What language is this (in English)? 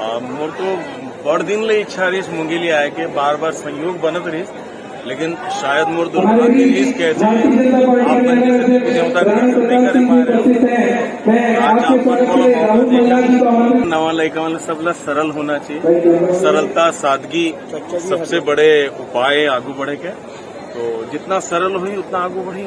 Chhattisgarhi